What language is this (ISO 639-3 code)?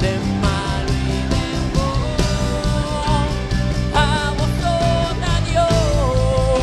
pap